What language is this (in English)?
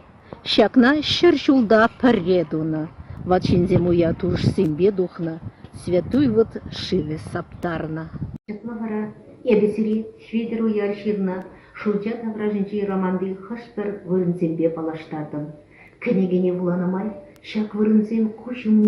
Chuvash